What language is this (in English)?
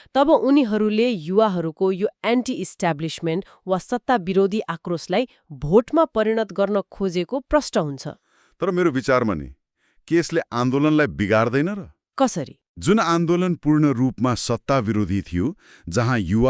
Nepali